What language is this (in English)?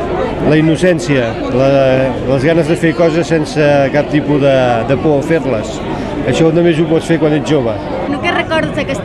Catalan